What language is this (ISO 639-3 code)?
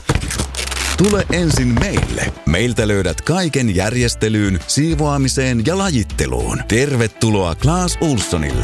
fin